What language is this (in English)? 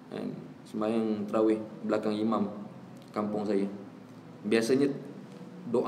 Malay